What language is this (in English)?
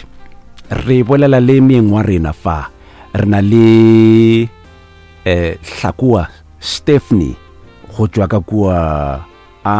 Northern Sotho